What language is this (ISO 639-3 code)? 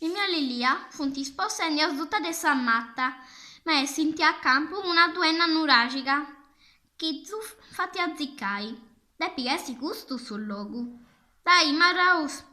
srd